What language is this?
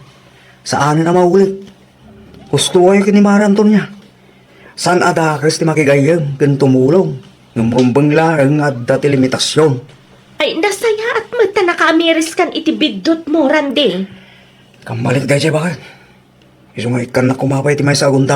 Iloko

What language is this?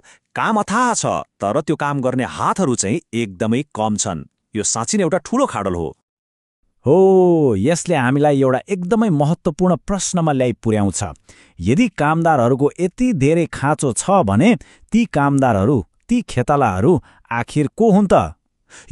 Nepali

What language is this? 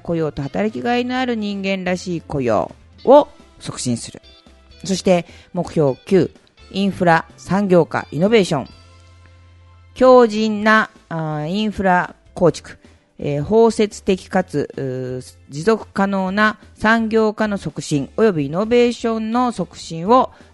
Japanese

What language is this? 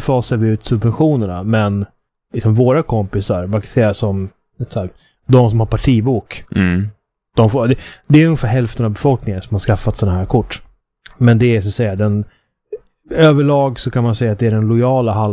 Swedish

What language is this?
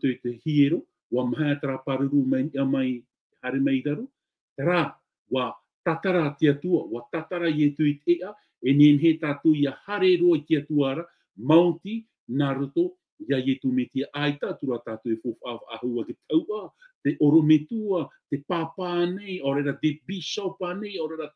Tahitian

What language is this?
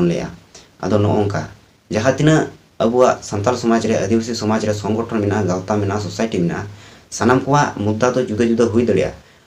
Santali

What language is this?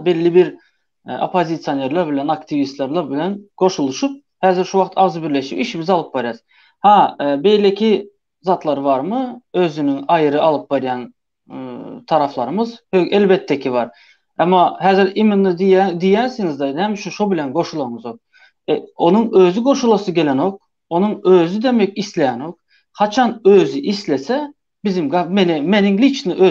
Turkmen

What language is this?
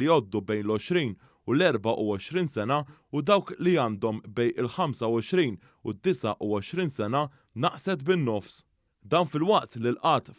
Maltese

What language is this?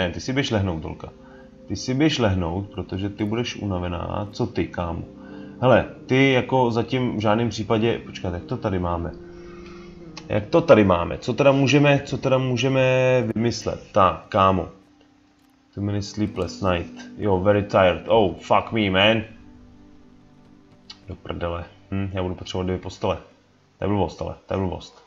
Czech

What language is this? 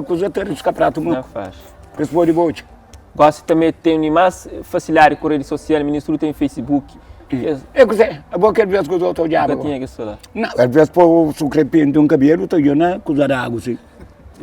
Kabuverdianu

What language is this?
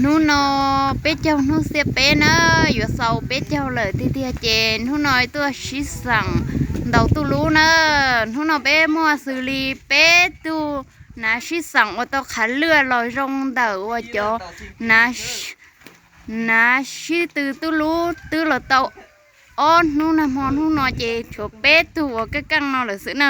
Hmong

